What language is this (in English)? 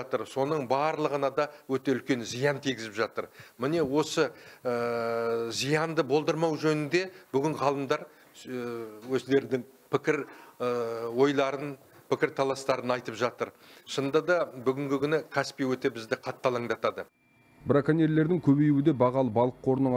Kazakh